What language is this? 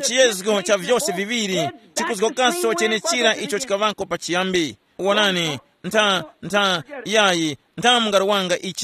Tumbuka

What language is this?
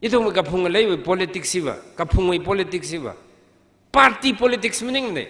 Tangkhul Naga (India)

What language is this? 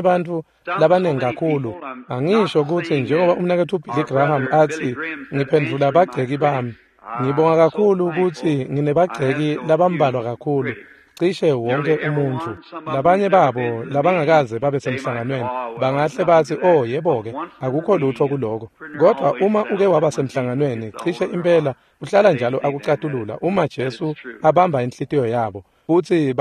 Swati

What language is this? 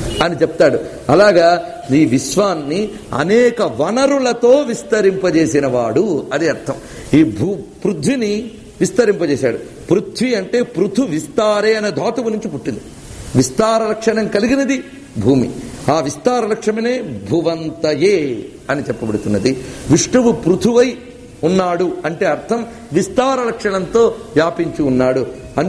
Telugu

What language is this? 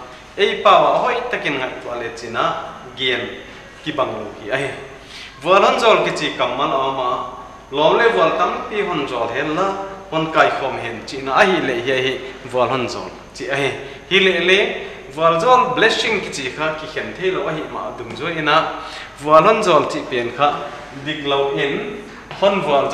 Paite Chin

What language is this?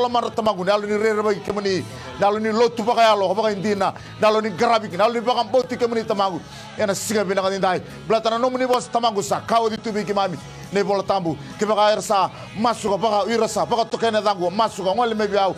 Fijian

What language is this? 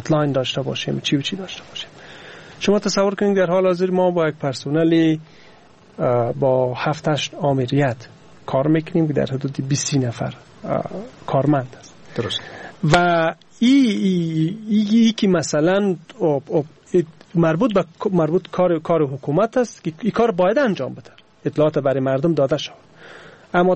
Persian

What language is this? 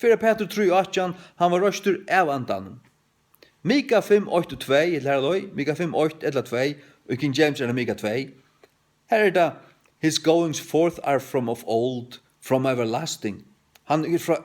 Faroese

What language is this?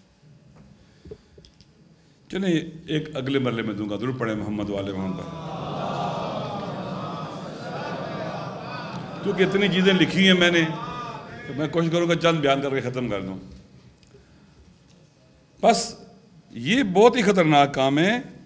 Urdu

